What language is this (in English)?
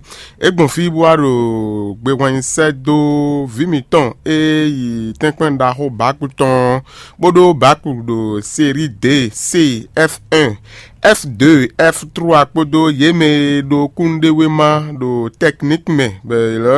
Fon